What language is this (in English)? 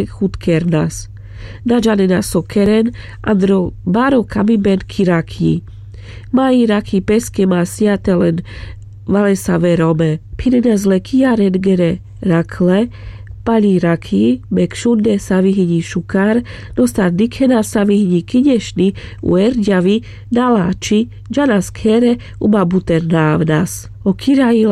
Carpathian Romani